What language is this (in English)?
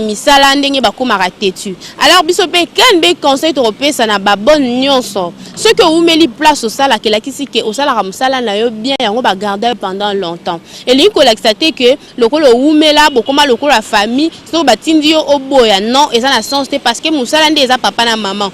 Lingala